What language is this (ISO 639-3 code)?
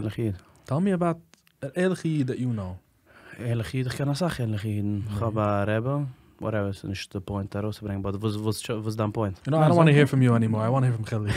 yid